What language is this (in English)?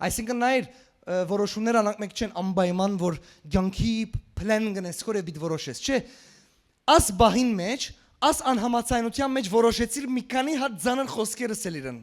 Western Armenian